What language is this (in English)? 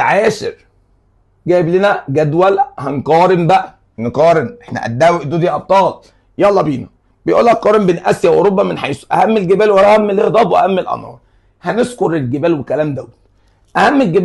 Egyptian Arabic